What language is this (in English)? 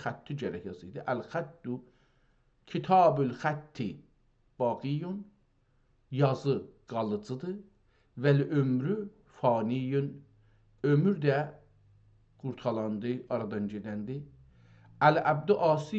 South Azerbaijani